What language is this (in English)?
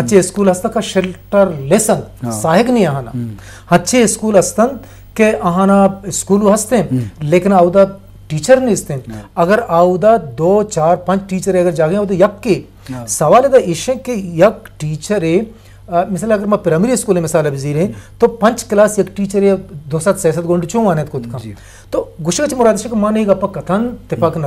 Eastern Balochi